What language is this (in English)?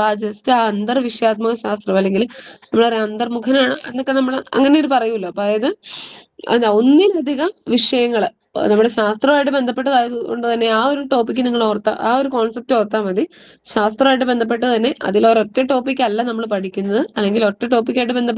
Malayalam